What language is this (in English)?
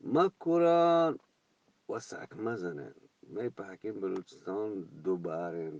Eastern Balochi